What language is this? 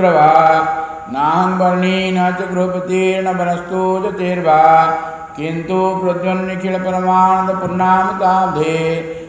Odia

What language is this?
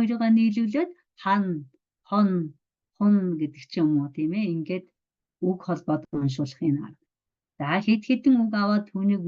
Mongolian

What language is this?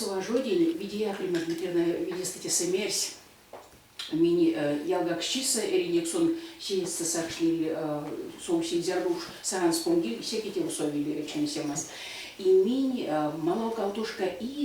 Erzya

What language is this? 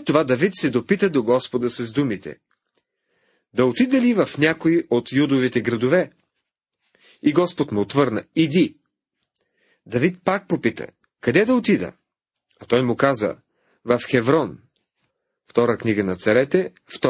Bulgarian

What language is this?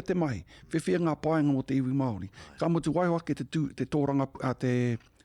Māori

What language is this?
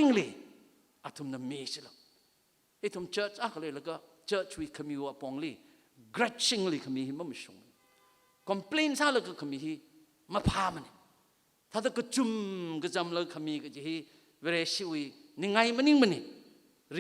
Tangkhul Naga (India)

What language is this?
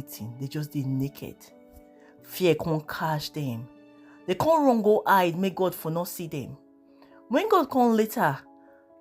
Nigerian Pidgin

